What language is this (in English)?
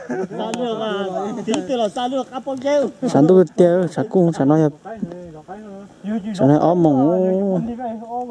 Vietnamese